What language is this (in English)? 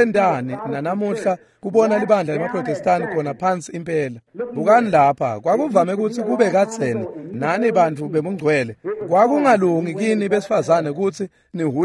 Swati